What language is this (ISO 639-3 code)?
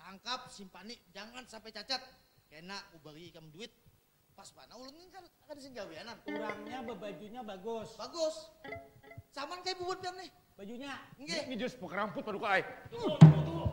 bjn